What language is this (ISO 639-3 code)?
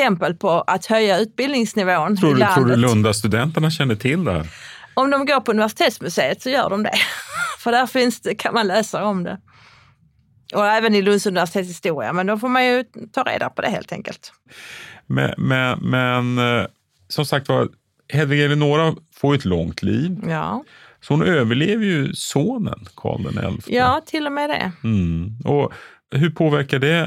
swe